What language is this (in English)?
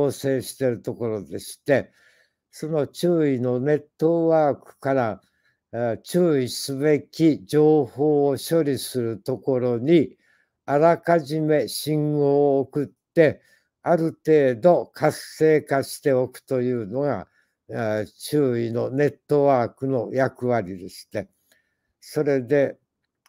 Japanese